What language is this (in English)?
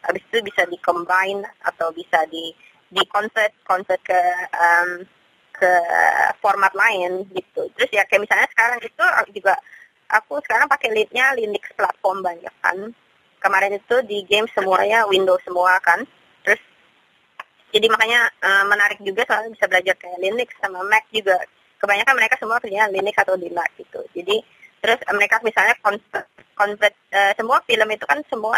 Indonesian